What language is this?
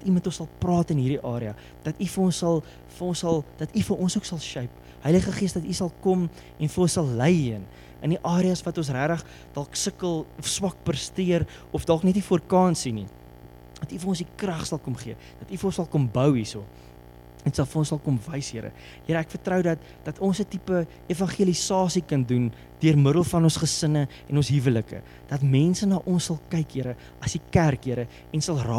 Afrikaans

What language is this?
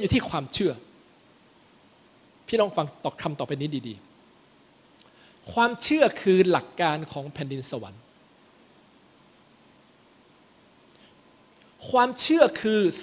Thai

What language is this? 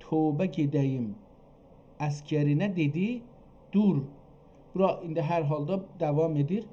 South Azerbaijani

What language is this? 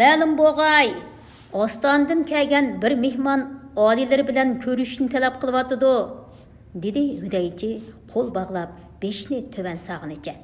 Uyghur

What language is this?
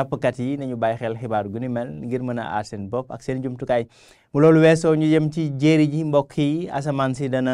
Wolof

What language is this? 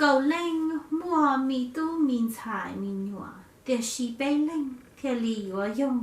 Hmong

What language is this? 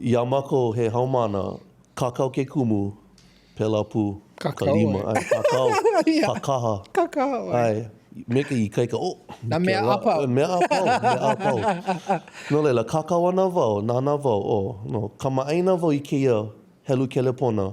Hawaiian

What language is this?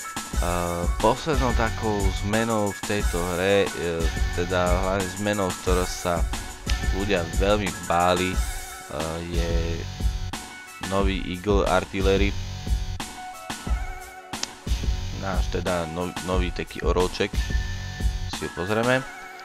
Slovak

